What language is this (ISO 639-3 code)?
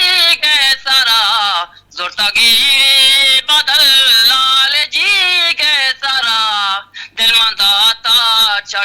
bgp